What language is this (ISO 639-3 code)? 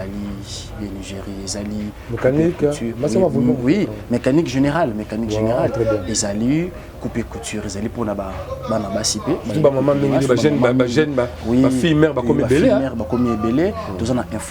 lin